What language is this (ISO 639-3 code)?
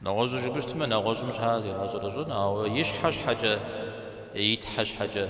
kbd